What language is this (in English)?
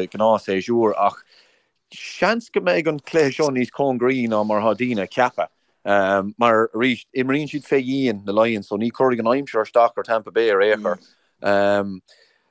Irish